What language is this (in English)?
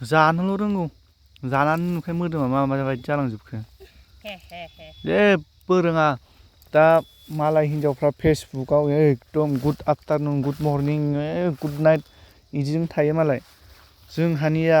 Bodo